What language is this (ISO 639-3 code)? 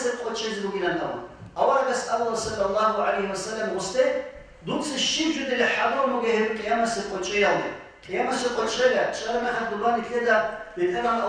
ava